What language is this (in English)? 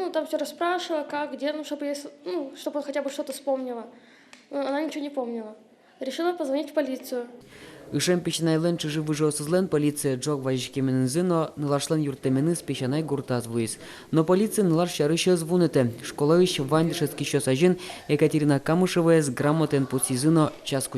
Udmurt